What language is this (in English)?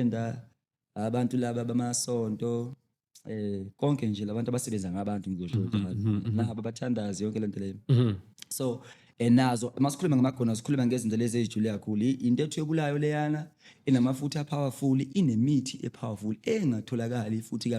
Zulu